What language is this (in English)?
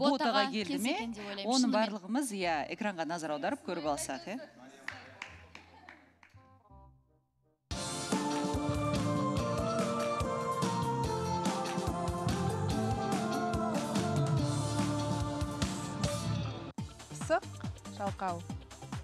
Kazakh